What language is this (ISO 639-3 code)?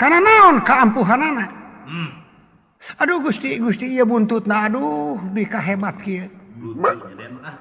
sun